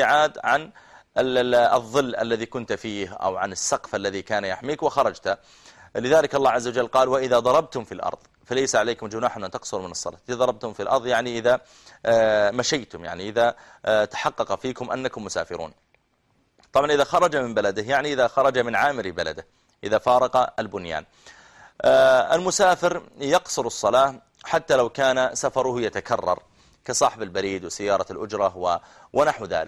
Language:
Arabic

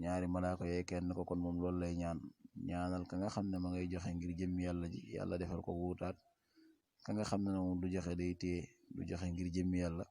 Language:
Wolof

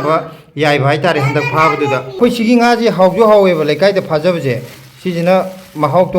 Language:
Manipuri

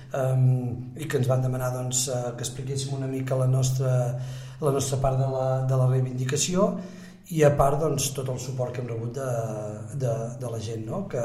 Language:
Catalan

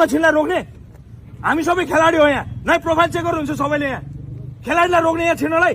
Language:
Nepali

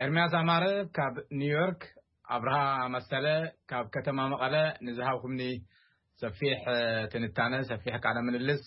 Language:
Tigrinya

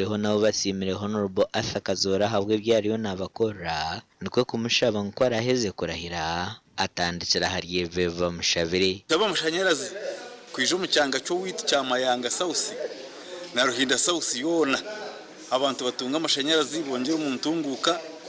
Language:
Nyankole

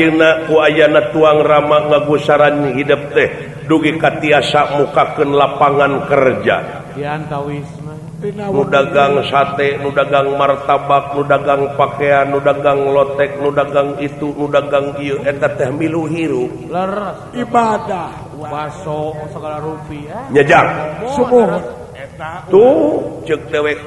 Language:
Sundanese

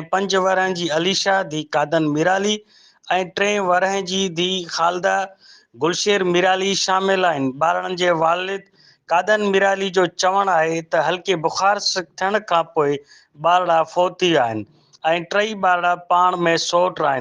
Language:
Sindhi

